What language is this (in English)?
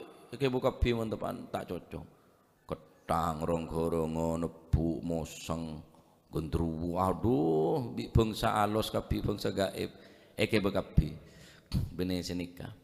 Madurese